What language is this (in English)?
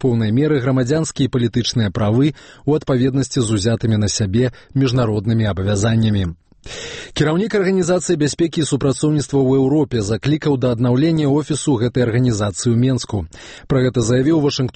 Belarusian